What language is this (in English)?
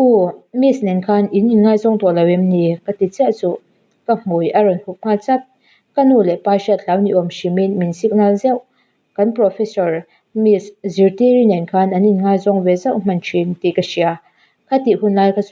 Mizo